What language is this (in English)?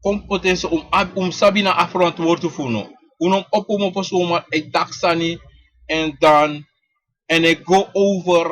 Sranan Tongo